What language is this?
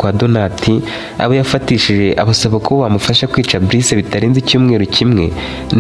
Kinyarwanda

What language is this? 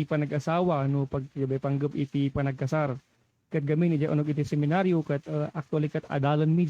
Iloko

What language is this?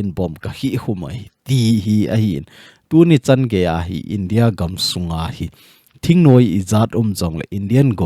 Thado Chin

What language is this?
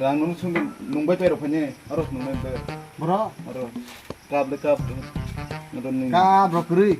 Kok Borok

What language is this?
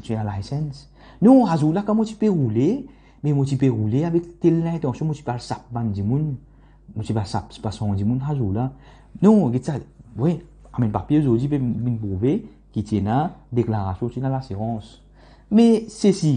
Morisyen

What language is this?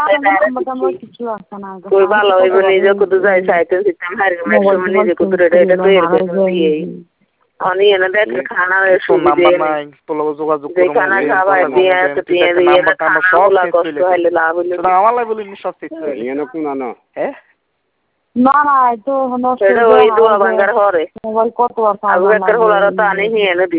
Bangla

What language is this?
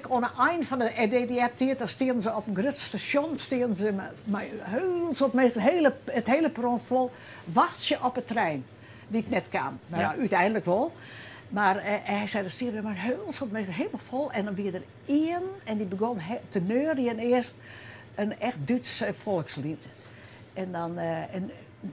Western Frisian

